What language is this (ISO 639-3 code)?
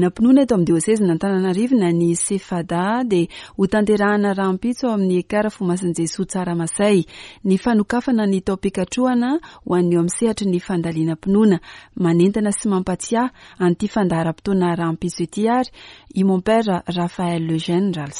mlg